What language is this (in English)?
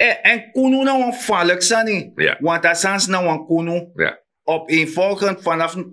Sranan Tongo